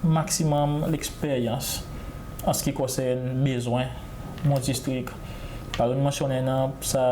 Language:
Seselwa Creole French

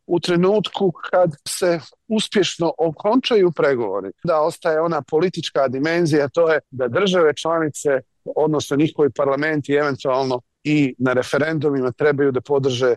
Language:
Bosnian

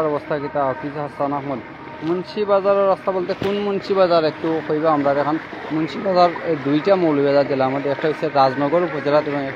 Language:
Sylheti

